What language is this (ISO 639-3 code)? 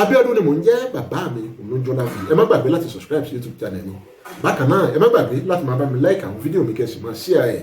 yor